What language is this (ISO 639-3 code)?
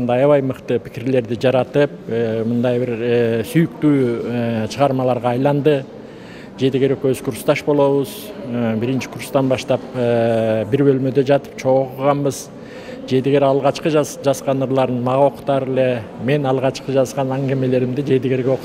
kir